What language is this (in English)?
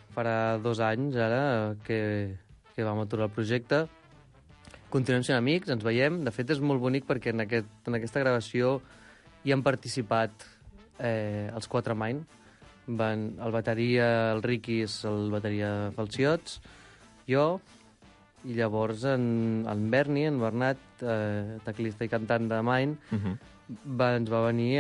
Catalan